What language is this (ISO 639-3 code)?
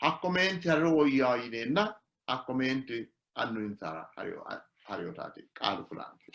sid